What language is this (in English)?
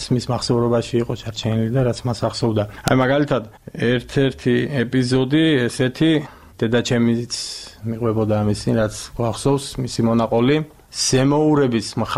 Georgian